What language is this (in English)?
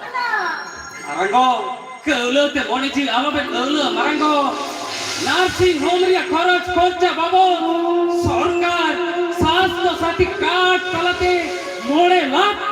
Santali